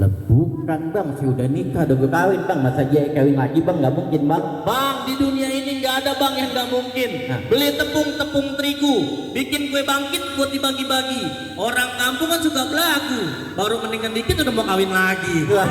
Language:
Betawi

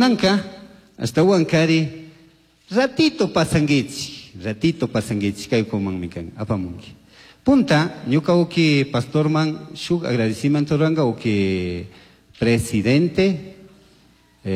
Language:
Chimborazo Highland Quichua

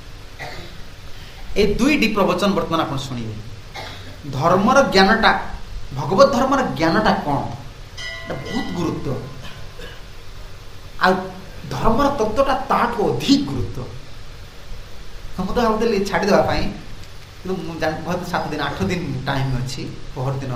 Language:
Odia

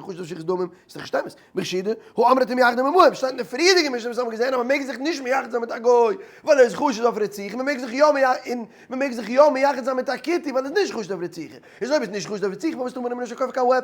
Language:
Yiddish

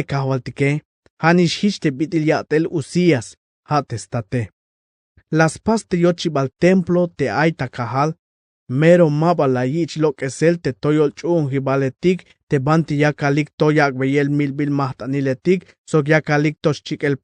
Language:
Tzeltal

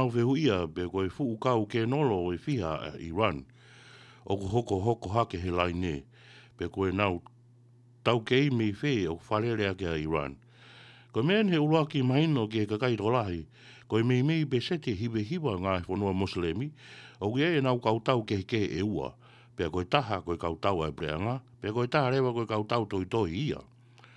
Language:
Tongan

